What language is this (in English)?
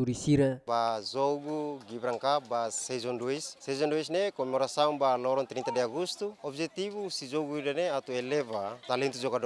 Tetum